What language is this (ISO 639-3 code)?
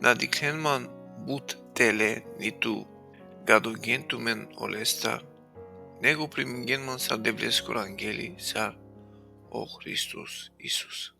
rmn